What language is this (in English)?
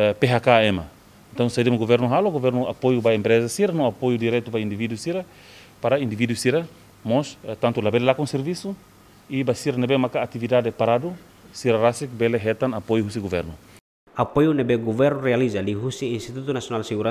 Tetum